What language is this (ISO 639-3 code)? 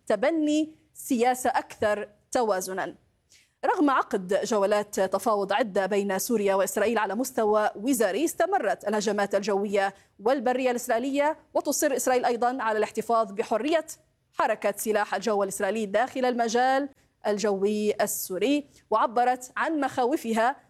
ara